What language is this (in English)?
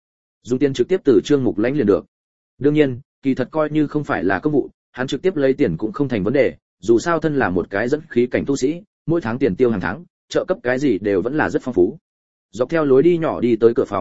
Vietnamese